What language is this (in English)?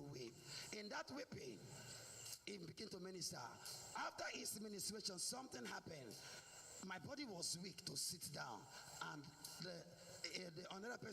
Ewe